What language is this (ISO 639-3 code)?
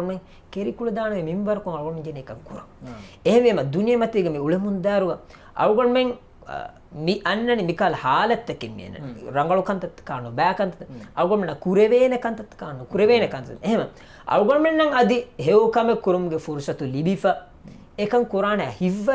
div